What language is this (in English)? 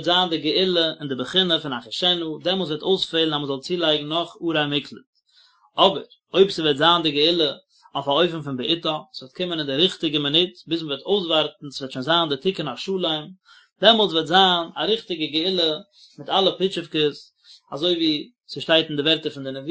Yiddish